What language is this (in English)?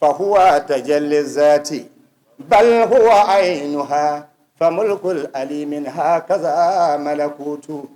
Dagbani